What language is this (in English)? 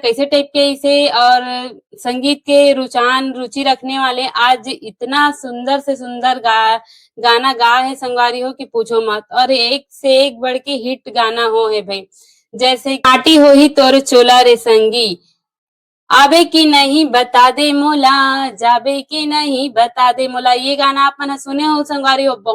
Chhattisgarhi